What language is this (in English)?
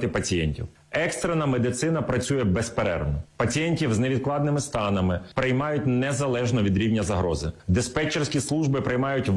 Ukrainian